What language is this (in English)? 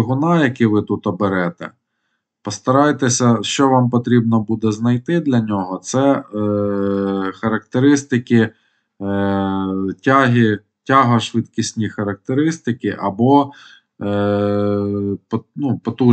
Ukrainian